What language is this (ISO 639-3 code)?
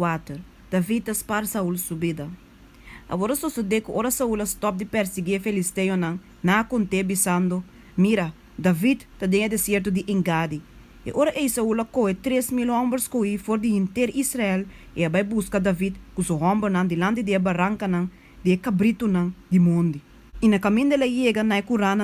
pap